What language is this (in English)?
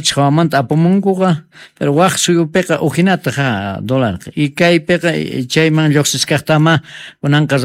South Bolivian Quechua